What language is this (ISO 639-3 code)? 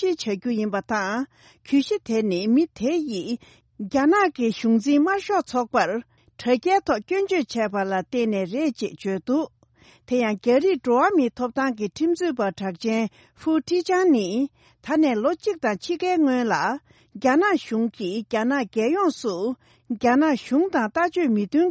bod